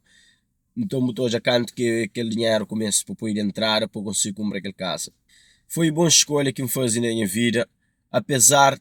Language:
Kabuverdianu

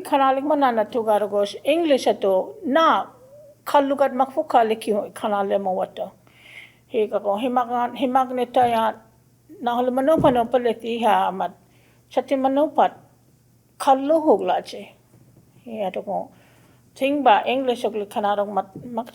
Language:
Choctaw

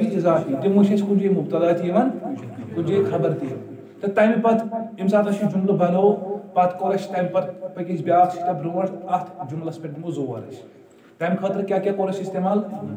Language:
Kashmiri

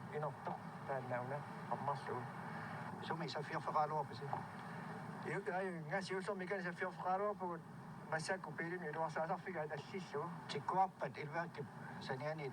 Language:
Kalaallisut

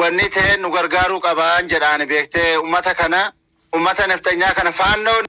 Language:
Oromo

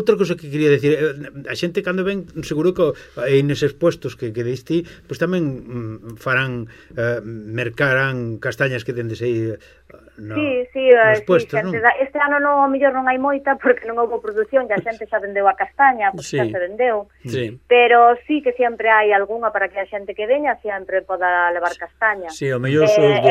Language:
Galician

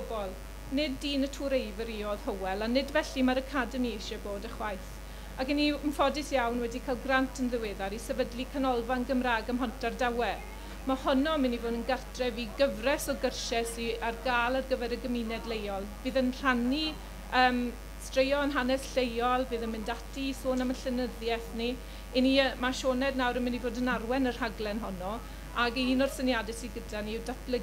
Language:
Welsh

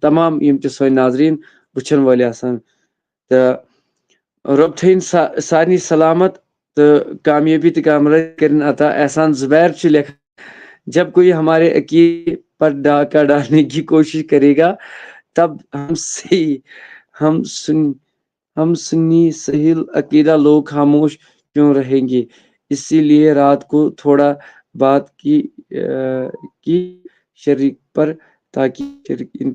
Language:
Kashmiri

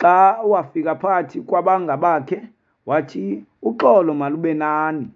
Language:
Xhosa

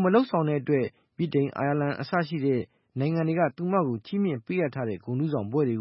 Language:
Burmese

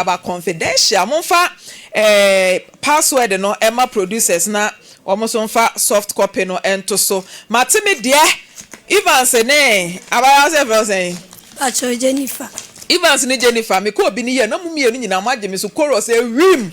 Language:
Akan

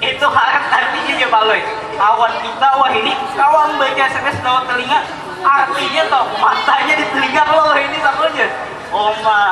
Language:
Banjar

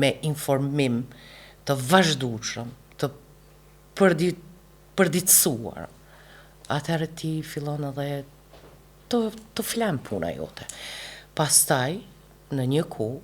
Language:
Albanian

